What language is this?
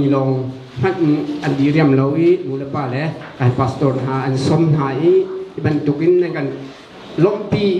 Hakha Chin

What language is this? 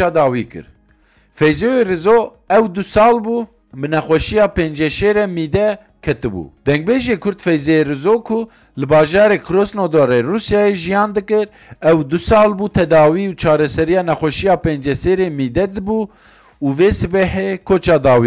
Kurdish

